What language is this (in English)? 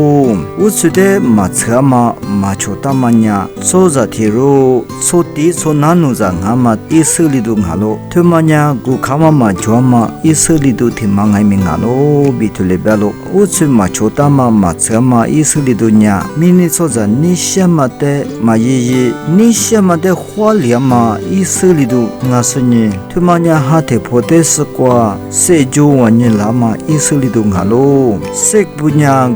Lisu